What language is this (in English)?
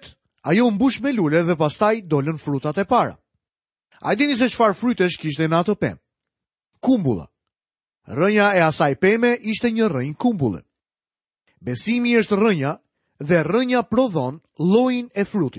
Albanian